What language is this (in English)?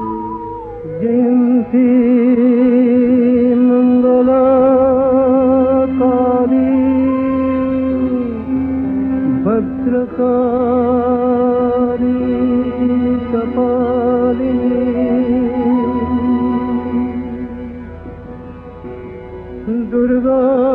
Bangla